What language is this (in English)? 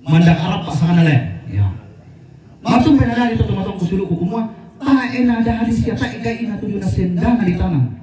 Toraja-Sa'dan